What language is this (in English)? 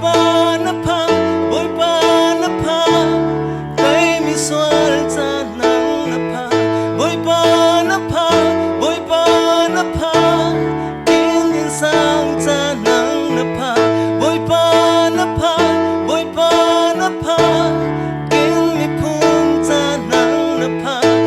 Falam Chin